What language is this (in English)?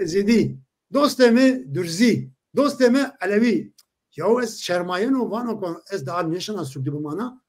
Zaza